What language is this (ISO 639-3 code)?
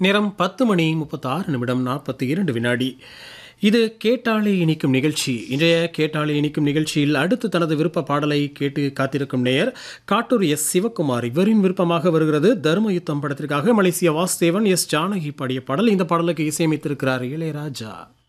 tam